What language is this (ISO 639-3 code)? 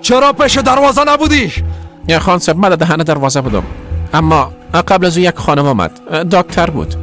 fas